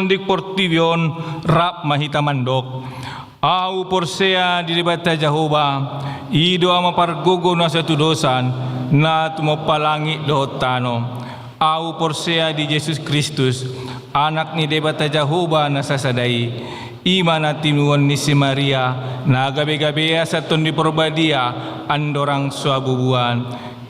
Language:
Batak Toba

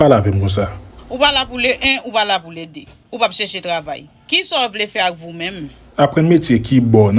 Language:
Haitian Creole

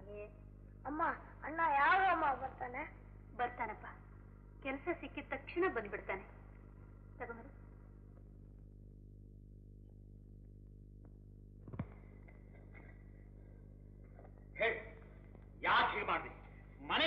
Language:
Kannada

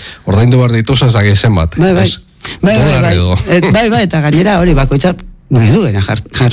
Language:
Basque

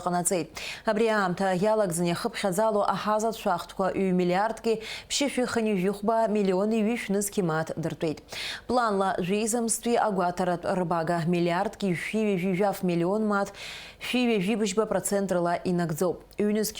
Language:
Abkhazian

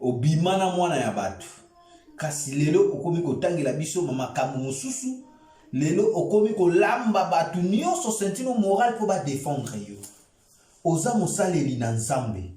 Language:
Lingala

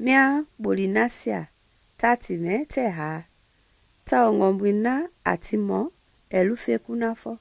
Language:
Mende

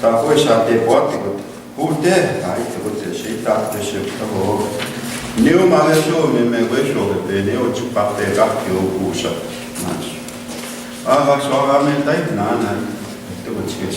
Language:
Plains Cree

